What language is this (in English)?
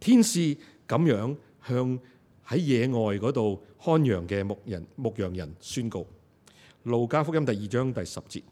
Cantonese